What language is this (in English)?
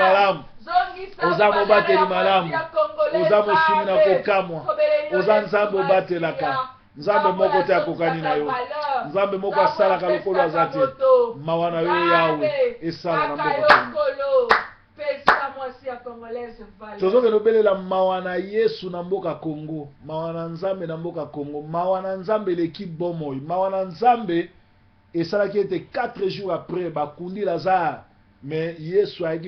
Lingala